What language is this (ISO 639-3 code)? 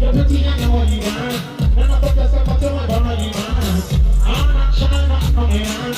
jam